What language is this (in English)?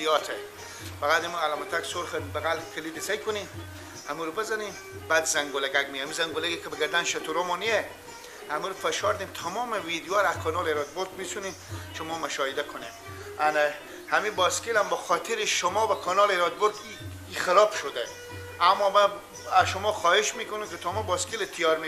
Persian